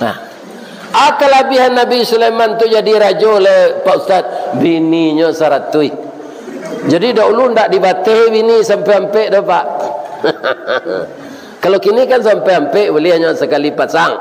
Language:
Minangkabau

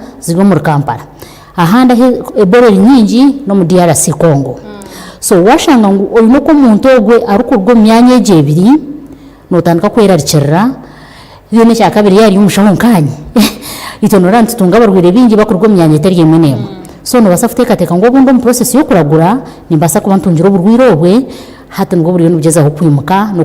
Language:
Nyankole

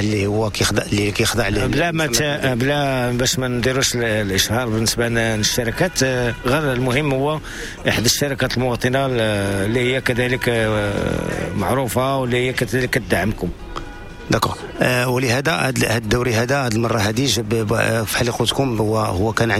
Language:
Moroccan Arabic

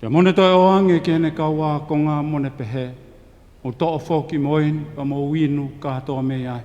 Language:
Tongan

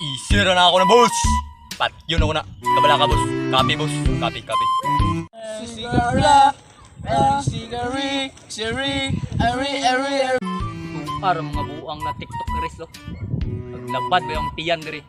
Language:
Cebuano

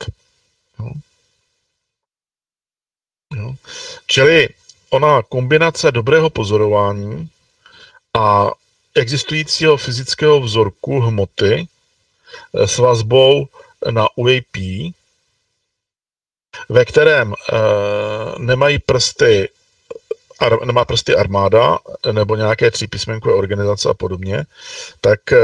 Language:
Czech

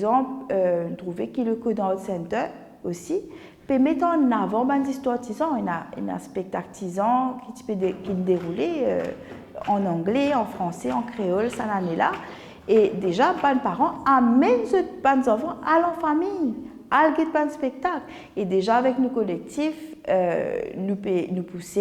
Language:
Morisyen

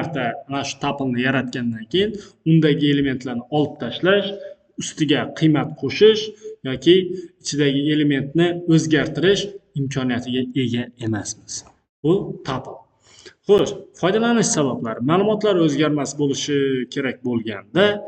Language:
Uzbek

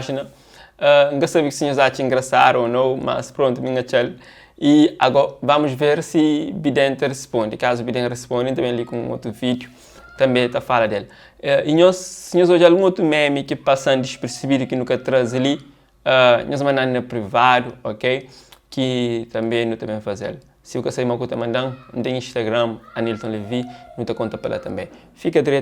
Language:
Kabuverdianu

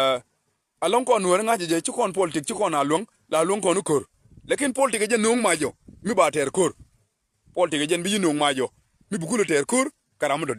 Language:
Nuer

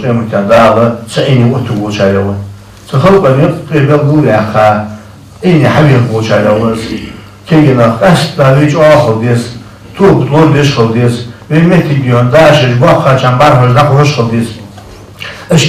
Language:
Ingush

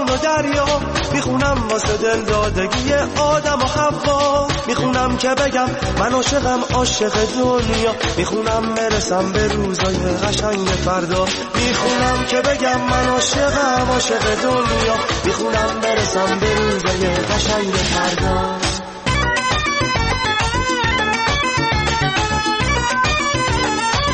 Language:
Persian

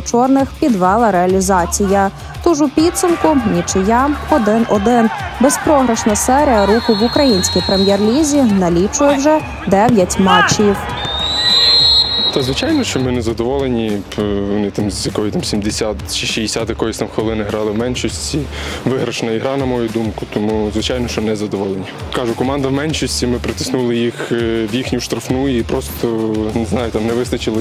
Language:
Ukrainian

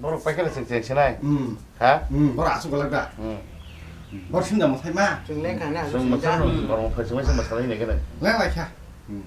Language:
Kok Borok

